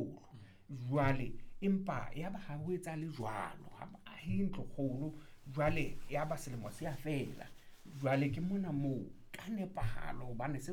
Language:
Southern Sotho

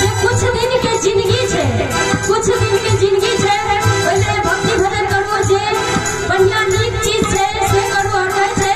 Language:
Maithili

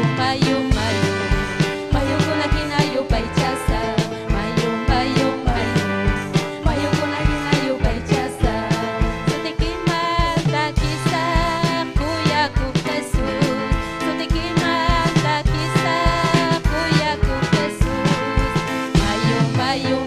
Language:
Ayacucho Quechua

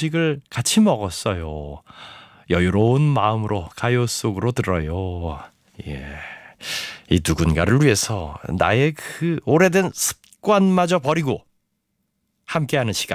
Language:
Korean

